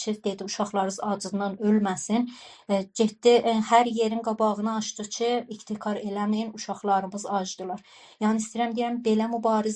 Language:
South Azerbaijani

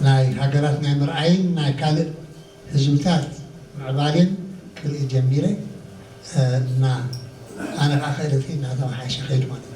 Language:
Tigrinya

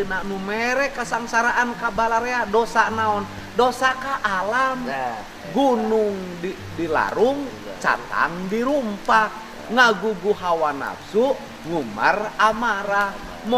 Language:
Sundanese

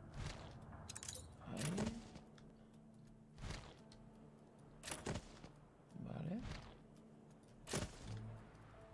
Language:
Spanish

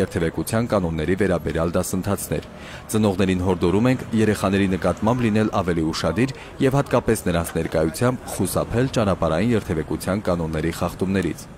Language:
Armenian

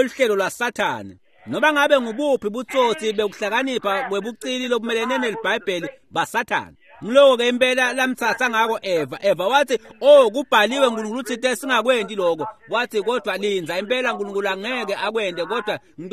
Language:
Swati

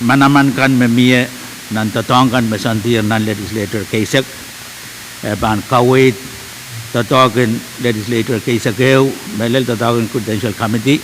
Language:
Pohnpeian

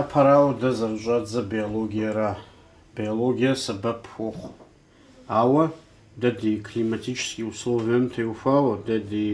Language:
Kabardian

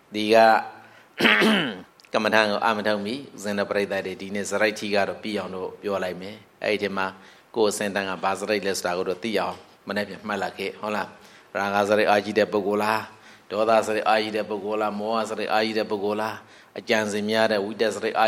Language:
Burmese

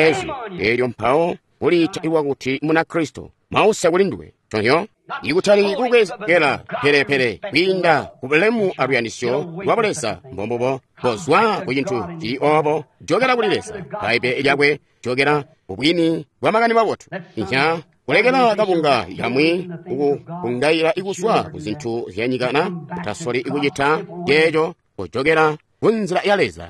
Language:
Tonga (Zambia)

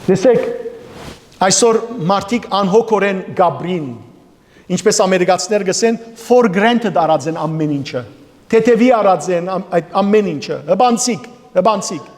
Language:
Western Armenian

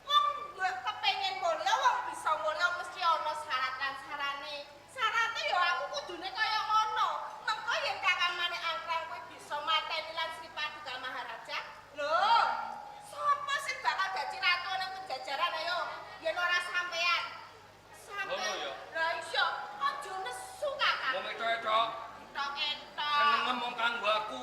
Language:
Javanese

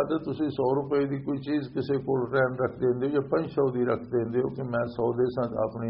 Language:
Western Panjabi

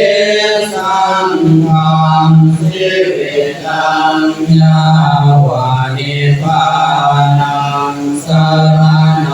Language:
Pali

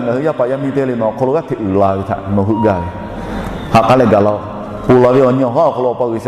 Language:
Lahu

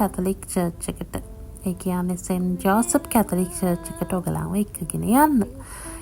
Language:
Sinhala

